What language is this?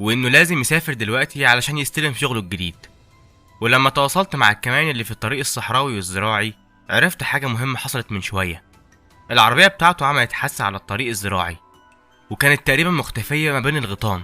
Egyptian Arabic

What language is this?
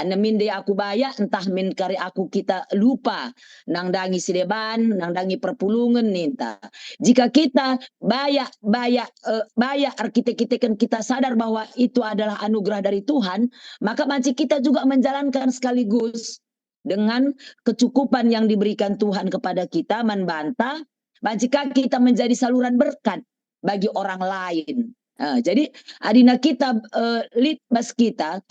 Batak Karo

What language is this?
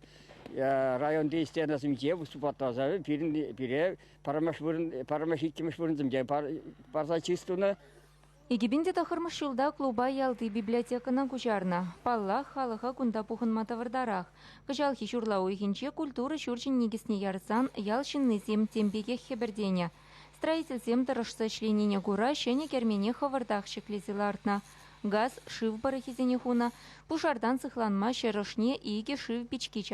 Chuvash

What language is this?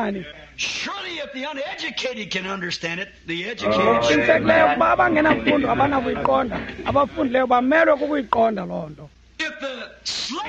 Xhosa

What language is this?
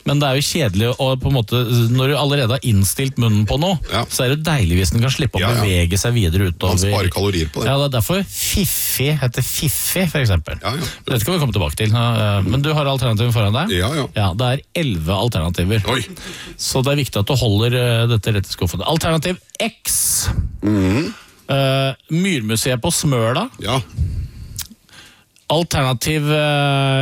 Norwegian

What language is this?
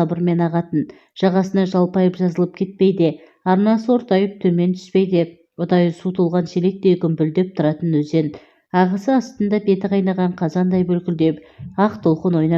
Kazakh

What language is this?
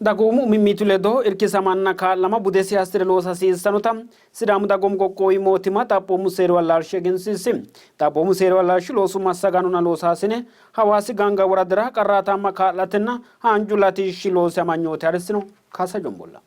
Sidamo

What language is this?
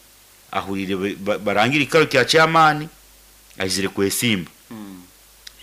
Nyoro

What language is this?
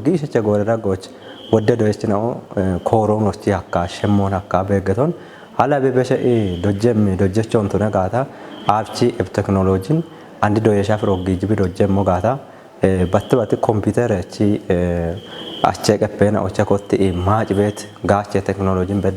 Kafa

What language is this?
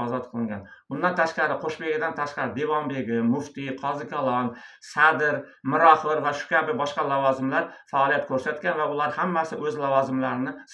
Uzbek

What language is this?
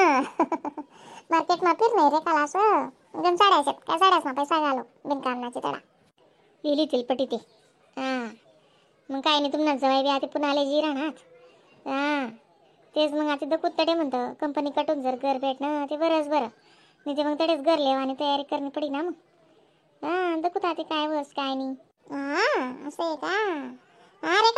Khandesi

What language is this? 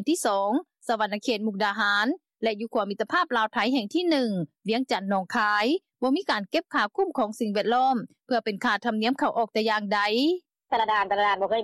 Lao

